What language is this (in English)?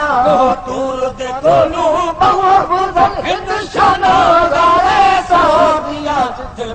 Saraiki